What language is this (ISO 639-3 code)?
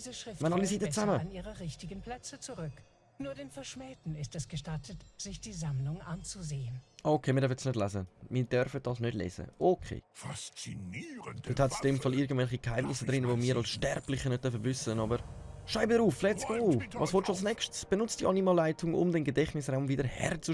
gsw